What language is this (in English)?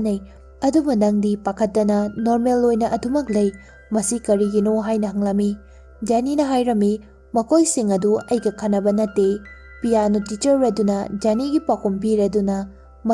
Manipuri